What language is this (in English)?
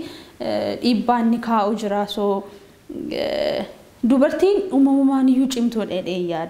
Oromo